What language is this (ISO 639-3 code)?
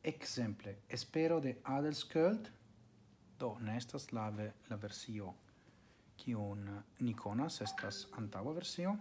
epo